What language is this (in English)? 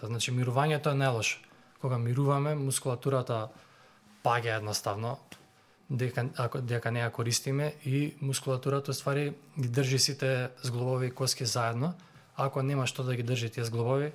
Macedonian